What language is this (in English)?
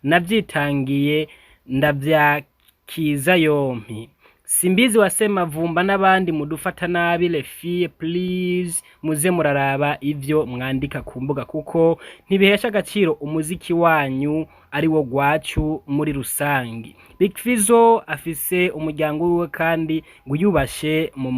Rundi